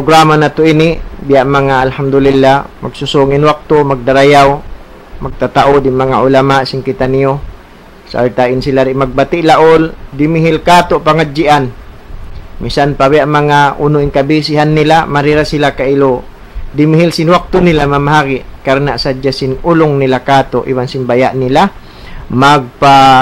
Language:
Tausug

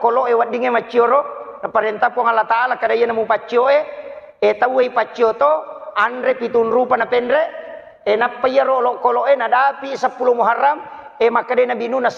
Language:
Buginese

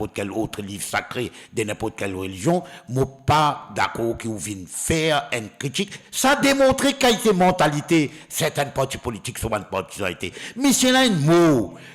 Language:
Morisyen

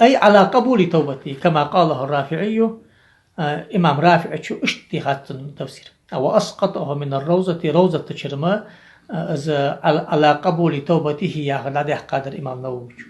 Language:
Ingush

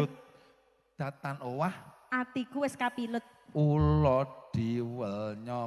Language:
Javanese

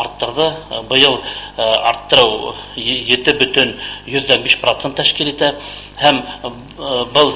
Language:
Bashkir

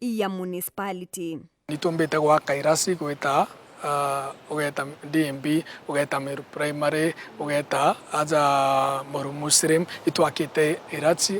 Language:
Meru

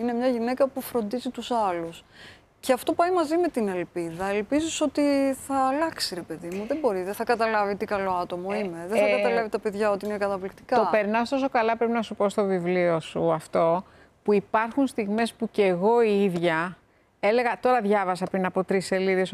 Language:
Greek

